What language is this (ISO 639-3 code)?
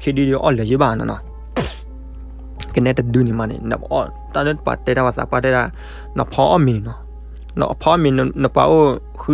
ksw